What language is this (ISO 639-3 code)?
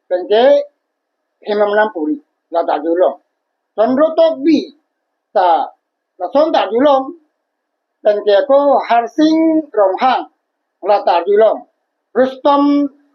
mjw